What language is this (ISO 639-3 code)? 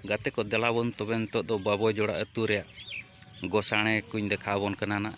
sat